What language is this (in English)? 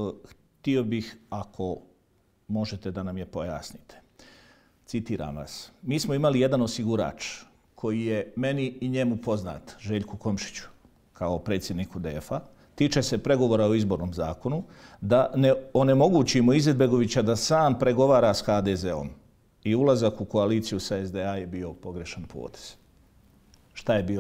Bosnian